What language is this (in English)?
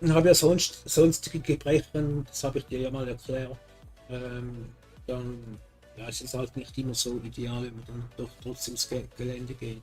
Swiss German